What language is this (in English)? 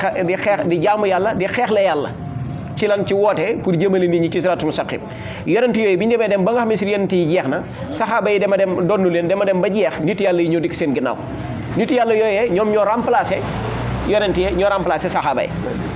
Wolof